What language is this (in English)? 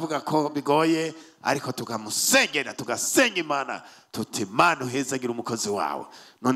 Rundi